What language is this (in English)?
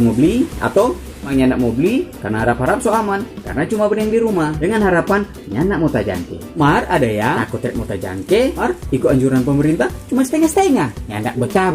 Manado Malay